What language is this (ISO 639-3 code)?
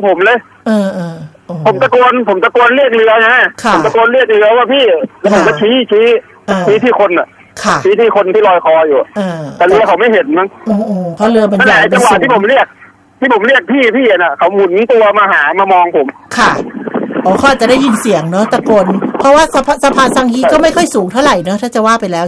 tha